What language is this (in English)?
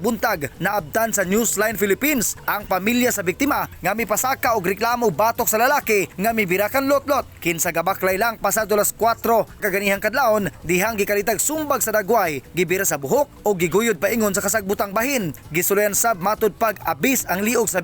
Cebuano